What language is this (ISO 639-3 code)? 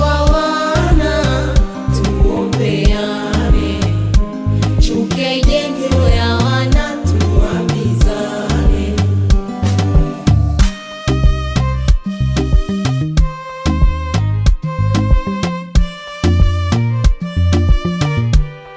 swa